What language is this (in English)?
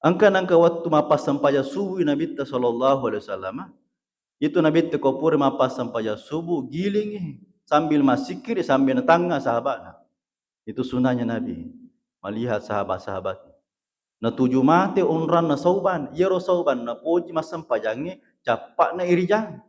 Buginese